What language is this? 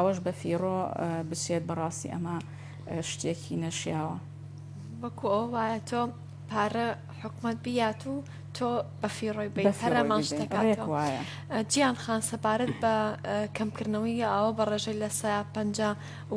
Central Kurdish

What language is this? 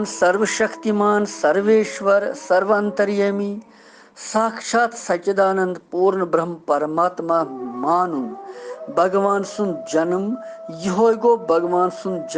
Kashmiri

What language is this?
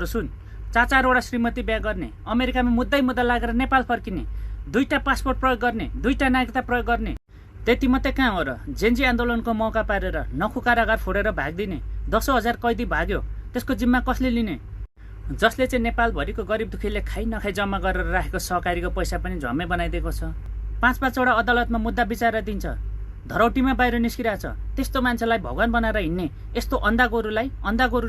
Nepali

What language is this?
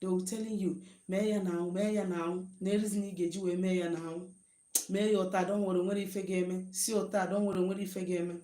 Igbo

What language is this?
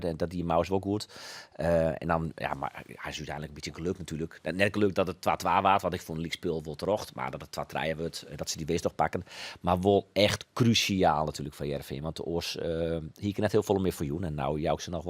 Western Frisian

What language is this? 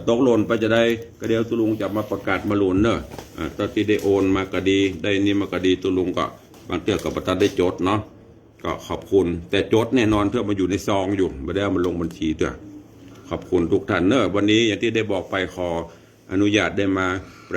Northern Thai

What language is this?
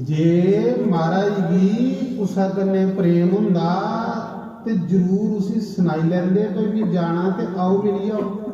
Dogri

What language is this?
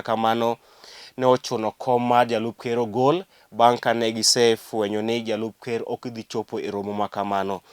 Luo (Kenya and Tanzania)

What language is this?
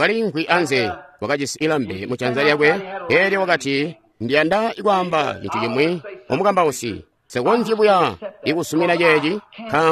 Tonga (Zambia)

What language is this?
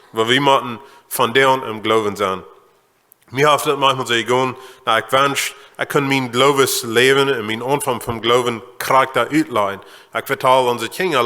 Plautdietsch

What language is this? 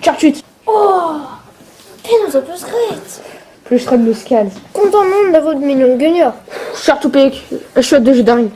Breton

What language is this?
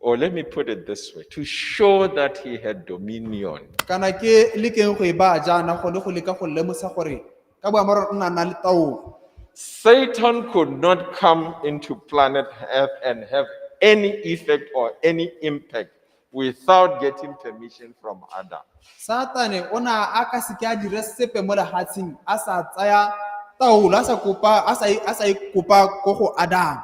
Tswana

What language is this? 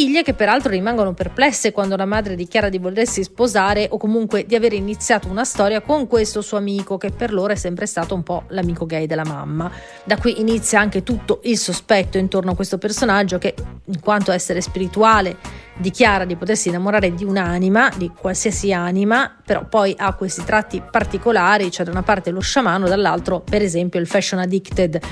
Italian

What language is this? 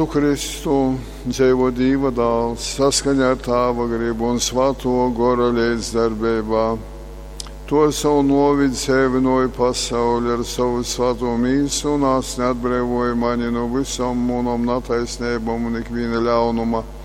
Latgalian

